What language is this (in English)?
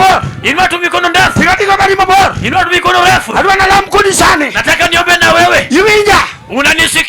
Luo (Kenya and Tanzania)